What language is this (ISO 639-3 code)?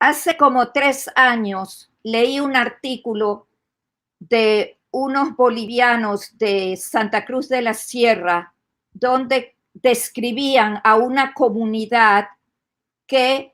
lad